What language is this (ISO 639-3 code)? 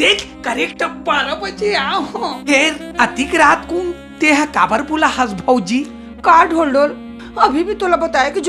hne